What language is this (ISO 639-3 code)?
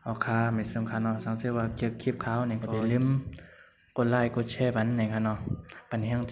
shn